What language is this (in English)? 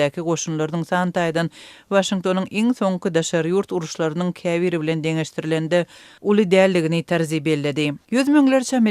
Turkmen